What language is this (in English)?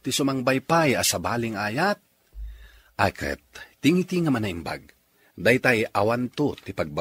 Iloko